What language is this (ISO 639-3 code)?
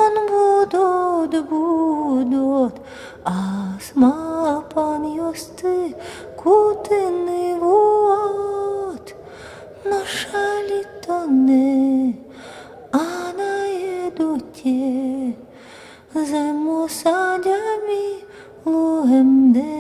udm